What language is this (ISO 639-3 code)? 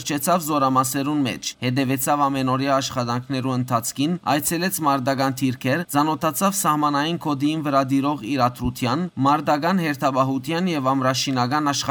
hyw